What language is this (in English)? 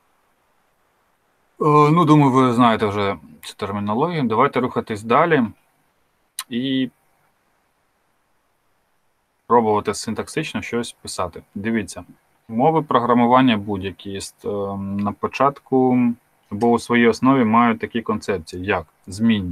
Ukrainian